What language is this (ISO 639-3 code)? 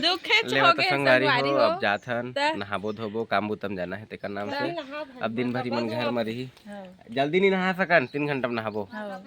hne